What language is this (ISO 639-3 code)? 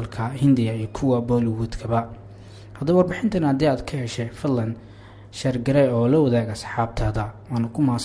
som